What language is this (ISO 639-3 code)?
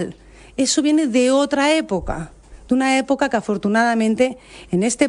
spa